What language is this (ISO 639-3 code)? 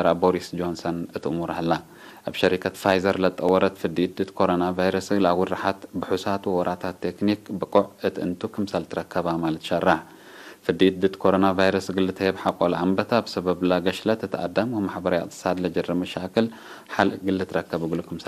tig